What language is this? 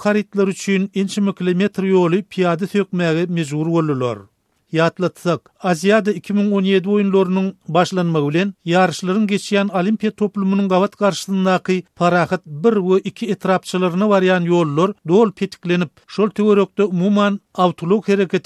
Turkmen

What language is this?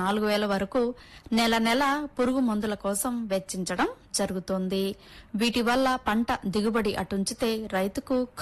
Telugu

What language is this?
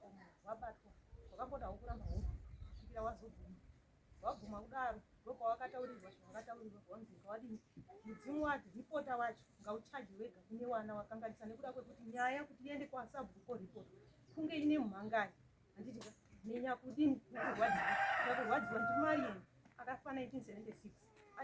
Shona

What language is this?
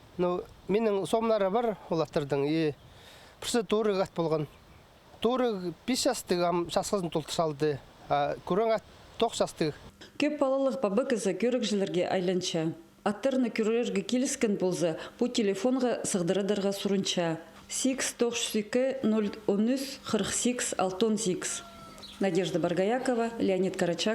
Khakas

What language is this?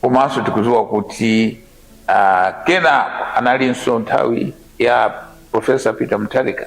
Nyanja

